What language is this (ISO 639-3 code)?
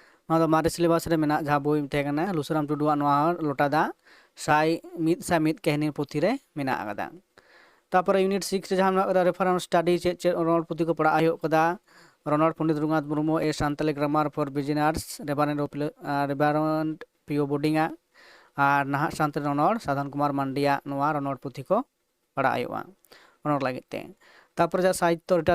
sat